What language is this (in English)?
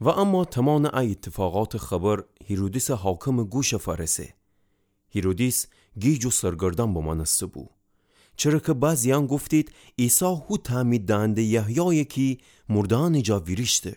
Gilaki